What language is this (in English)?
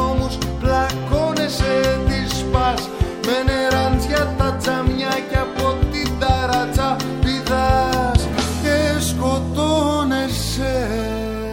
Greek